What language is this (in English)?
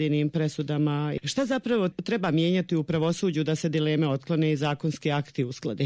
Bosnian